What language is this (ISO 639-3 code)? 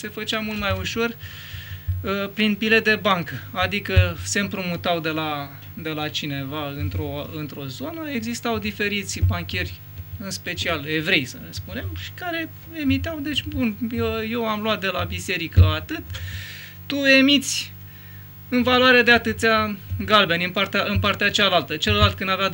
ron